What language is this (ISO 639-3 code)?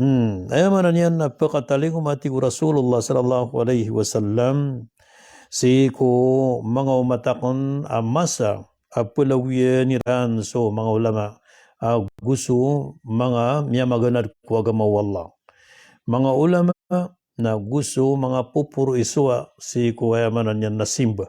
mrw